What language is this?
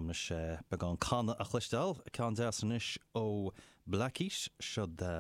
Irish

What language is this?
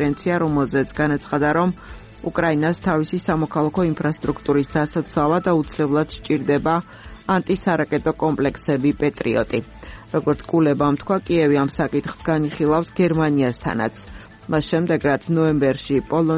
Georgian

